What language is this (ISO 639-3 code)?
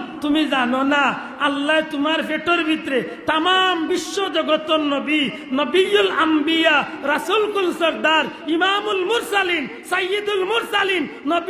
syl